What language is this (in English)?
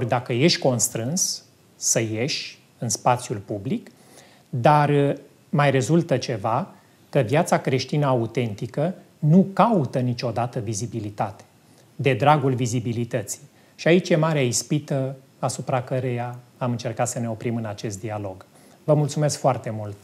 Romanian